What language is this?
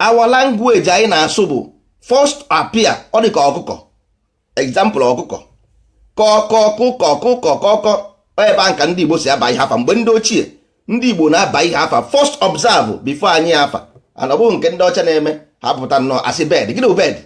Igbo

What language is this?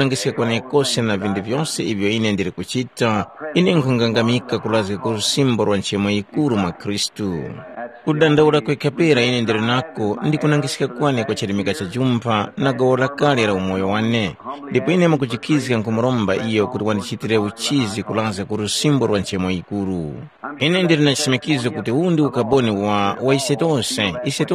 Tumbuka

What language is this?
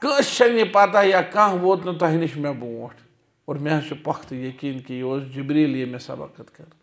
Kashmiri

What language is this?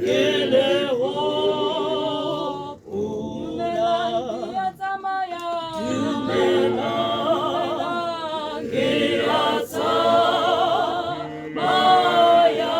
Tswana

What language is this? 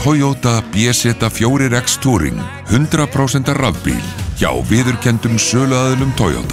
Icelandic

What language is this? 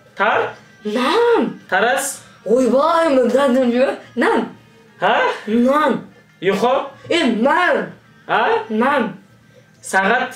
Kazakh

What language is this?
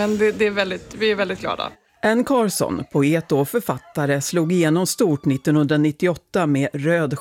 Swedish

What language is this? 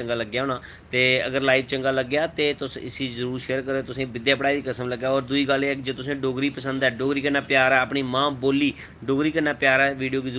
Dogri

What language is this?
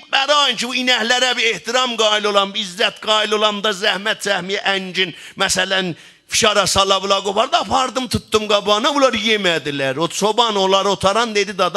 South Azerbaijani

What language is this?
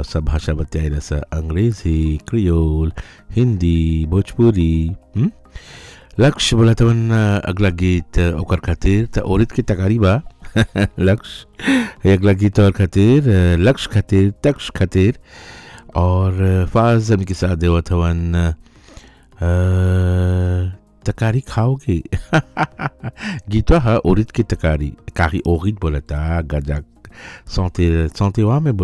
Bhojpuri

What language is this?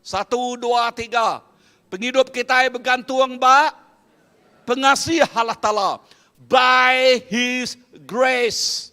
Iban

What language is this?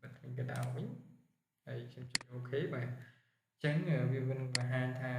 Khmer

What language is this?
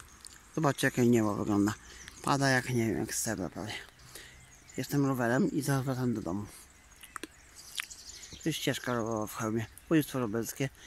Polish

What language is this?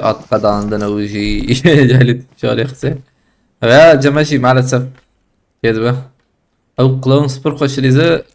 Kurdish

